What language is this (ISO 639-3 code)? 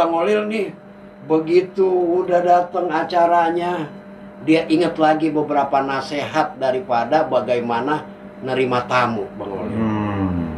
bew